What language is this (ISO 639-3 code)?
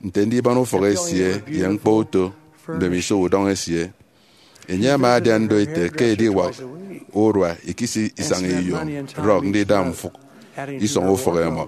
efi